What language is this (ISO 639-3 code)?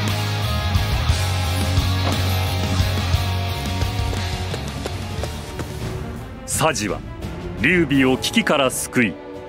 jpn